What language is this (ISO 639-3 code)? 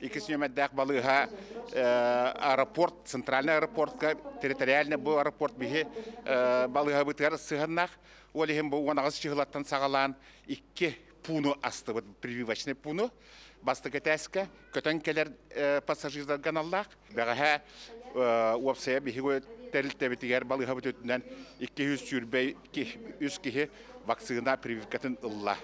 sah